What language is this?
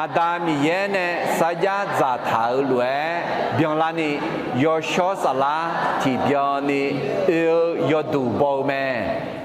Akha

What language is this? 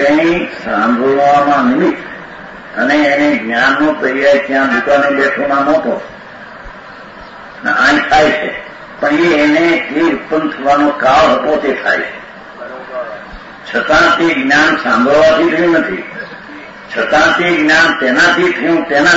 Gujarati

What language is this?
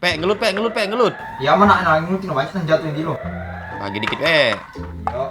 Musi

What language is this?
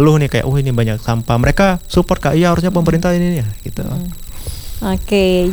Indonesian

